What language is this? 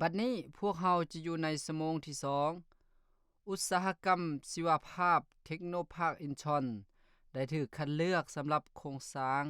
Lao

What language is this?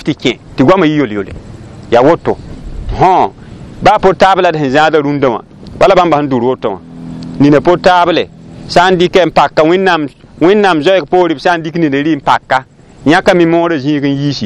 Mossi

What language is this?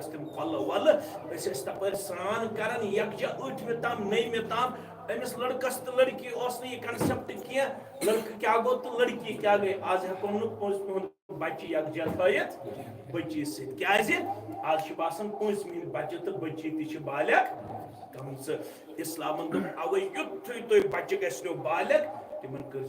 Kashmiri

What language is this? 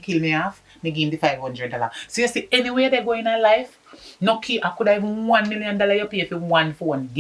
Jamaican Creole English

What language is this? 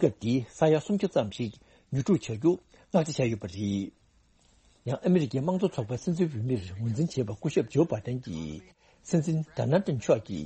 Tibetan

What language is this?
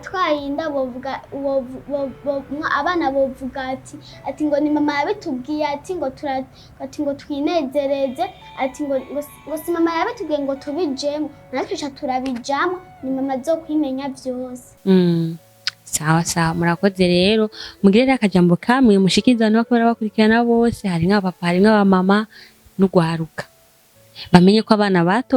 Rundi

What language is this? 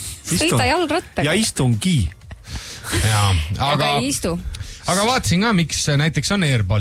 Estonian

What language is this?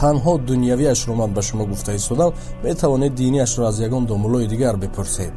Tajik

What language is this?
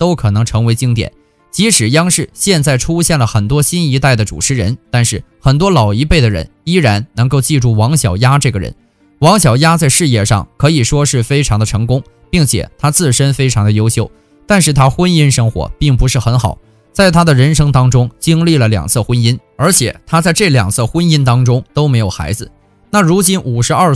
Chinese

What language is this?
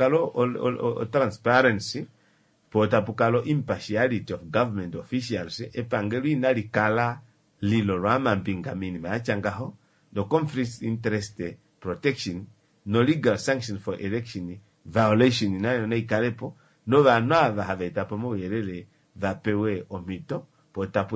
Kuanyama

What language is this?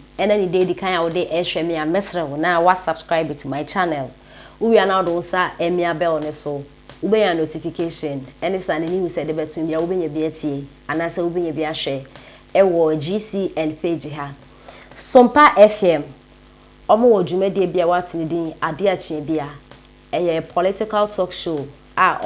Akan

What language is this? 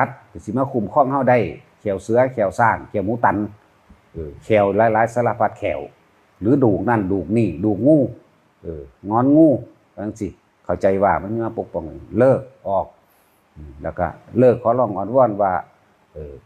Northeastern Thai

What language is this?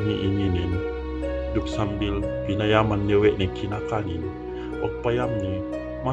Yakan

